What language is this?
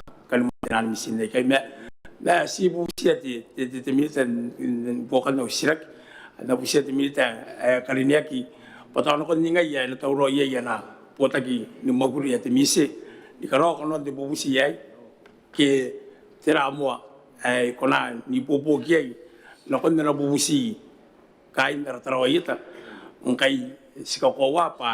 Gilbertese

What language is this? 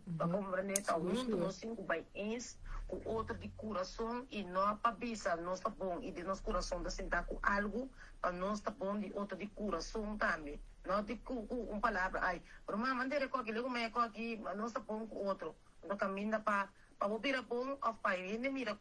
Papiamento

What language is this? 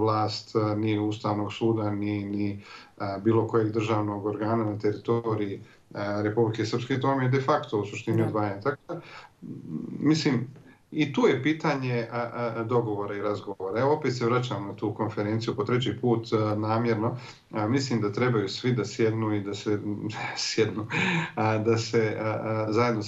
Bosnian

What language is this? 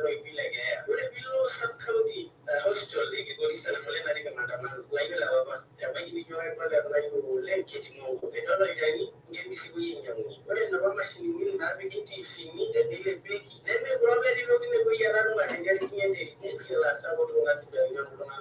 Masai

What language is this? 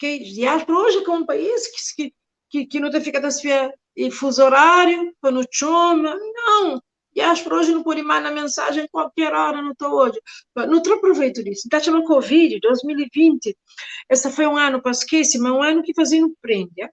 Kabuverdianu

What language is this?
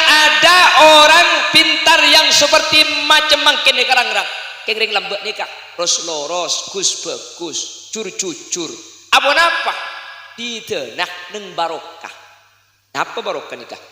Madurese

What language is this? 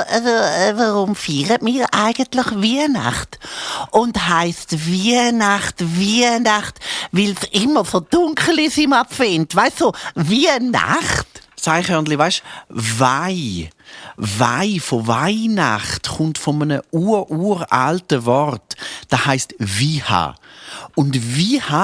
Swiss German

